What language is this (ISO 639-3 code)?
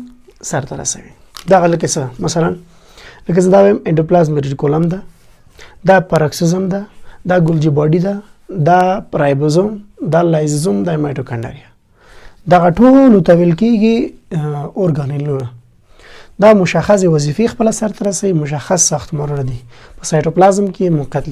pus